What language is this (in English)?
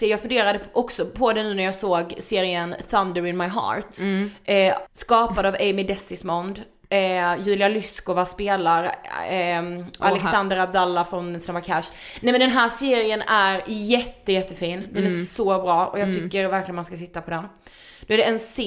Swedish